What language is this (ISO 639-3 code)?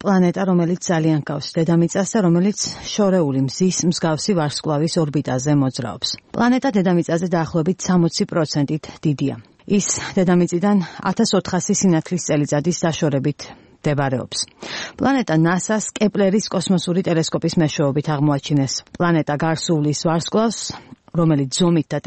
kat